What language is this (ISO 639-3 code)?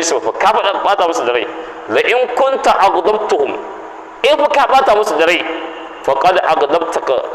hau